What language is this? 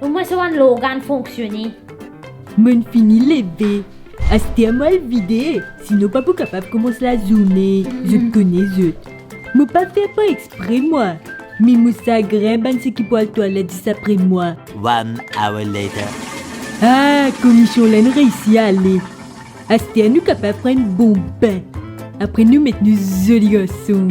Morisyen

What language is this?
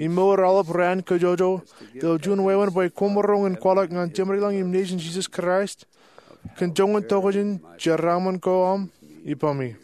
Marshallese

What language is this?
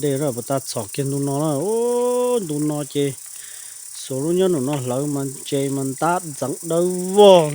Hmong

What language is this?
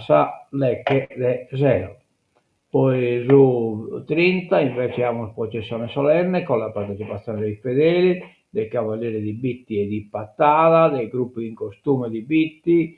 Sardinian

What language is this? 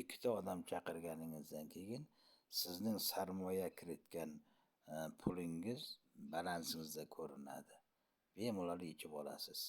Uzbek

